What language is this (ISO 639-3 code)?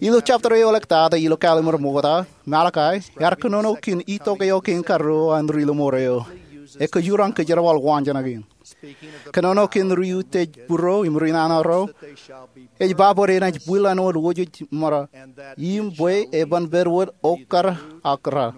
mah